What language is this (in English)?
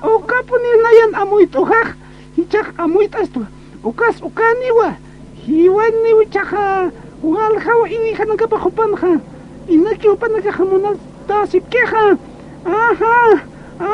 Aymara